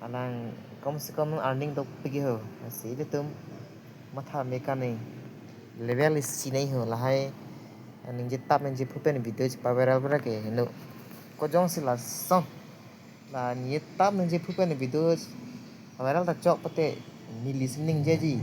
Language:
Karbi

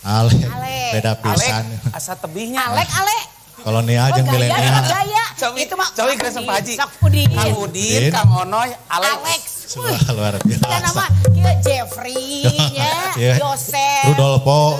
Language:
Sundanese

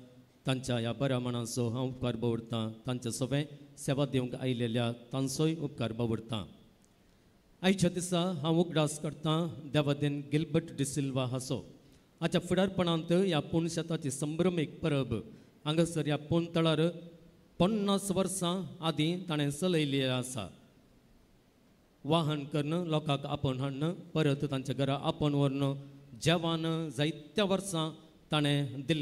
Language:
Konkani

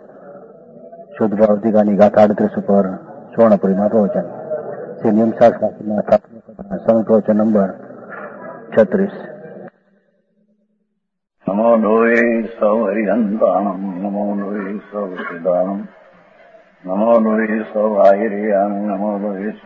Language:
Gujarati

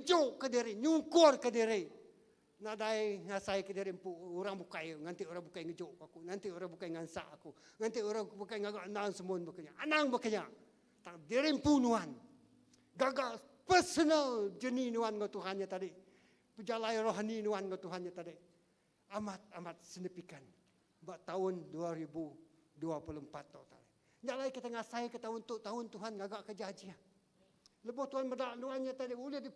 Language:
Iban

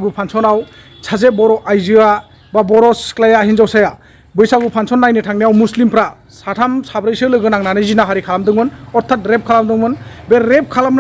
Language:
Bodo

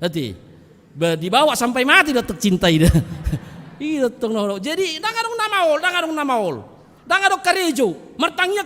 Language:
Batak Toba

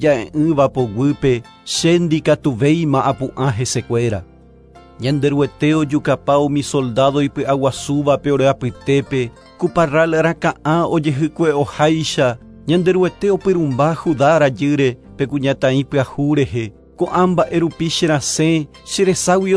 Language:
Guarani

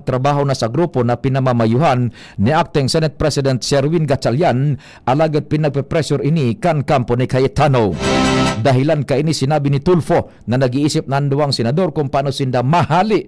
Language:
Bikol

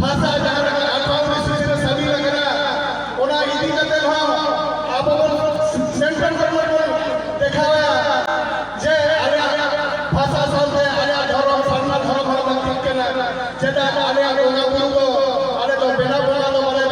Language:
Santali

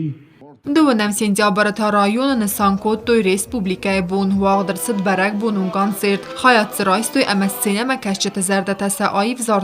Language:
Ossetic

